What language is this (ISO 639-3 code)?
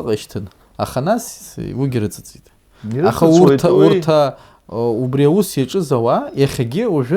abk